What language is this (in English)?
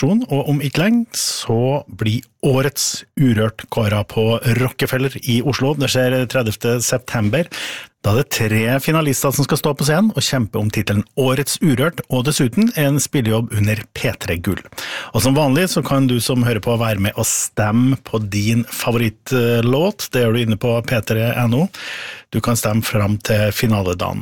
Norwegian